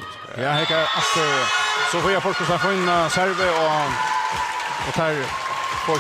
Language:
Faroese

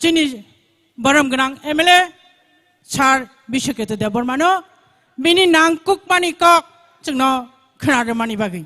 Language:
Kok Borok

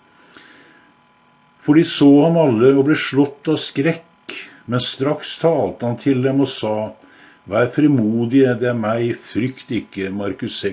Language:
Norwegian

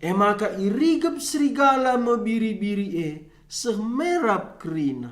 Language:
Batak Karo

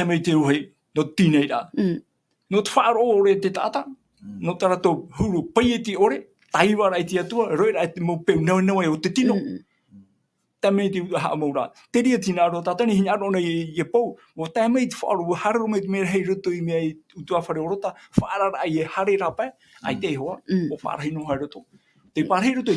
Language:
Tahitian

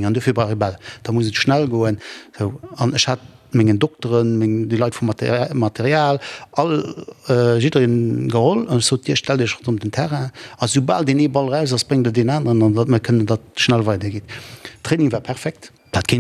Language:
Luxembourgish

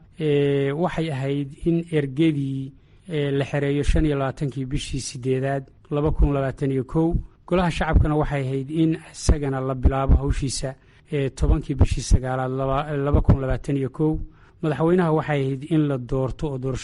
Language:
Somali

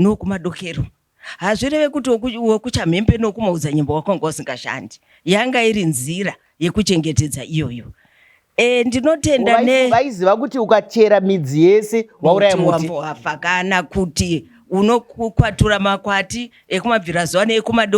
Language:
Shona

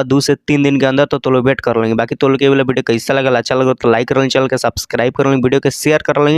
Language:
Bhojpuri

